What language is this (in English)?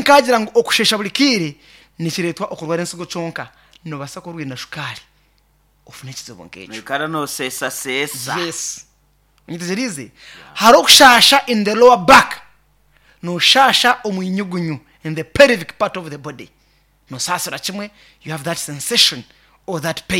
Nyankole